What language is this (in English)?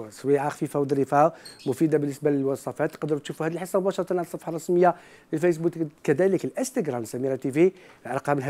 Algerian Arabic